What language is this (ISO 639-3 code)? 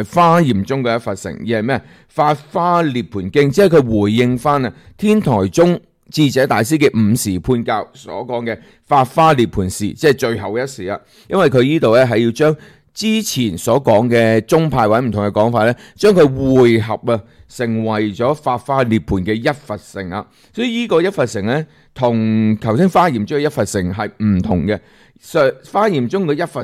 yue